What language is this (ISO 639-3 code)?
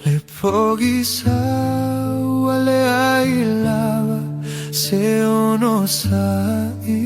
smo